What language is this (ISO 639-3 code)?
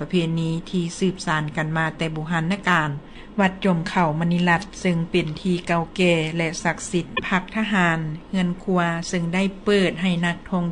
lao